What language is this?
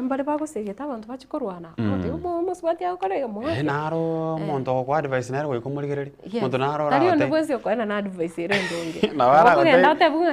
Gusii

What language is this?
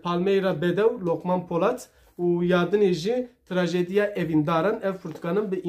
Kurdish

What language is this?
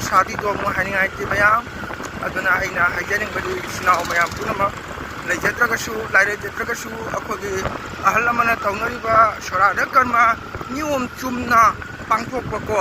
Manipuri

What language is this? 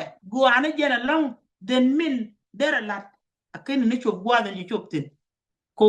Nuer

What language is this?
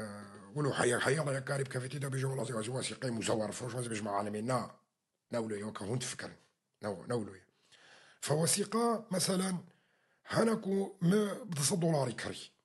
Kurdish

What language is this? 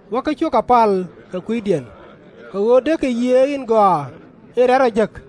Nuer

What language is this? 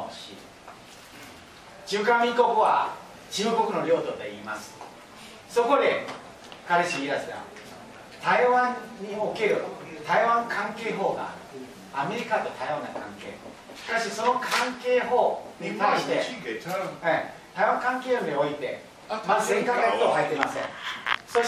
Japanese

